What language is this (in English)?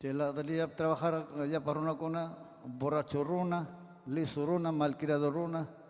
Ayacucho Quechua